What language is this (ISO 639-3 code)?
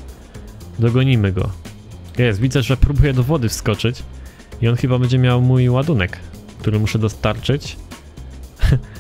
pol